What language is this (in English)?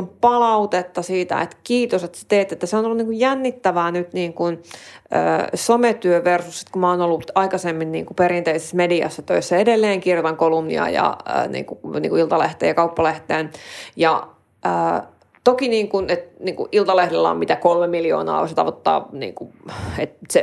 Finnish